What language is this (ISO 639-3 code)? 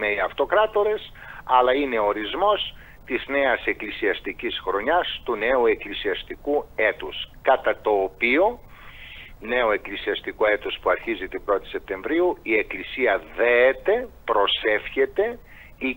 ell